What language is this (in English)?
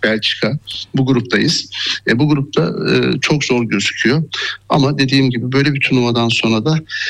Turkish